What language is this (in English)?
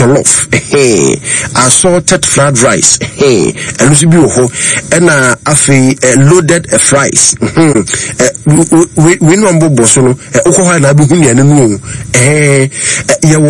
Akan